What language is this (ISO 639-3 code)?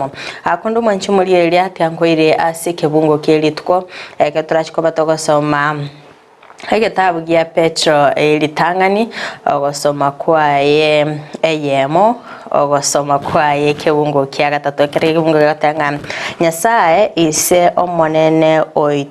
guz